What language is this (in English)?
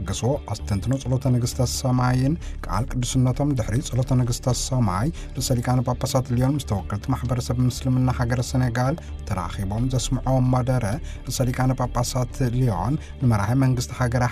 Tigrinya